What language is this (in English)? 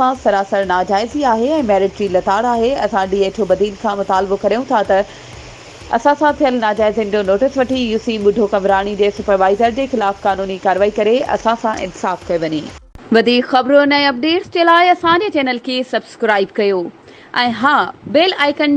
Sindhi